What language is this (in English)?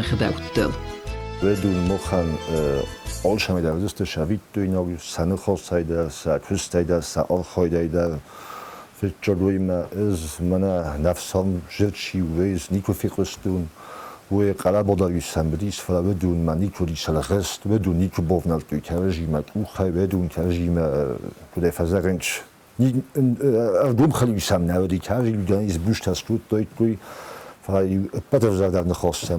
Ossetic